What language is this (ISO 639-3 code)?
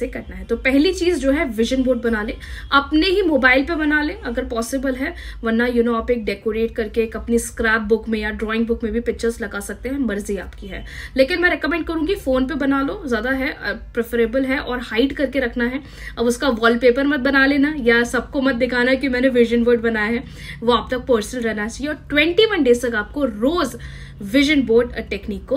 hin